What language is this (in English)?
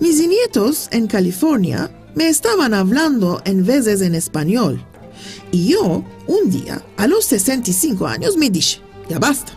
Ladino